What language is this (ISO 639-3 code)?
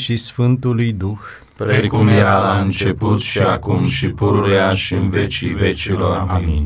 ron